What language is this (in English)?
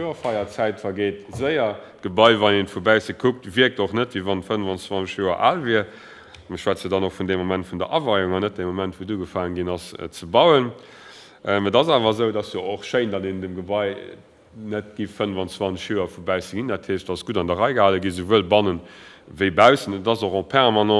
Luxembourgish